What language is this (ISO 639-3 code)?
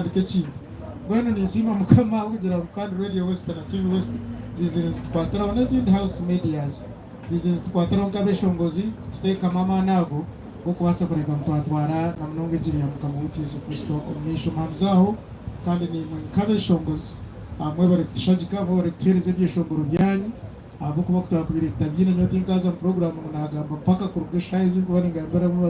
nyn